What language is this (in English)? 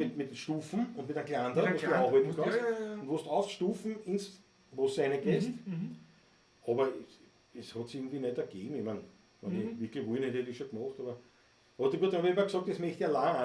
Bavarian